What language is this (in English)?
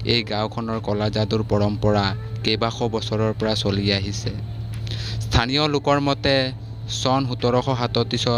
Assamese